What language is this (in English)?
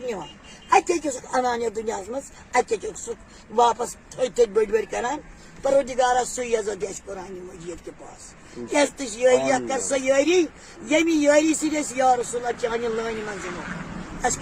Kashmiri